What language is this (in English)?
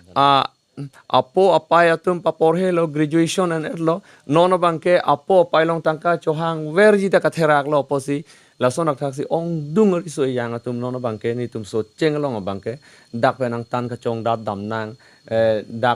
Karbi